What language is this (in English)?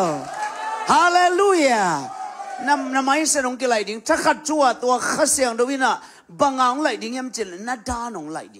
Tedim Chin